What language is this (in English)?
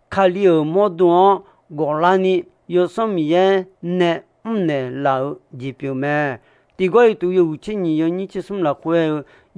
Akha